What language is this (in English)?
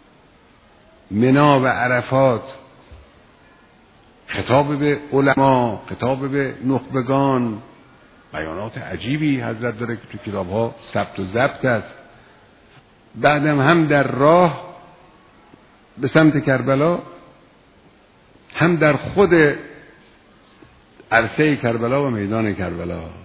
Persian